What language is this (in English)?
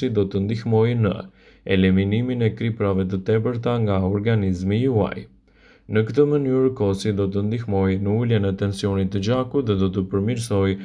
Albanian